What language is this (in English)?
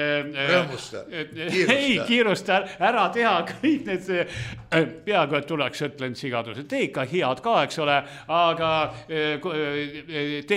Estonian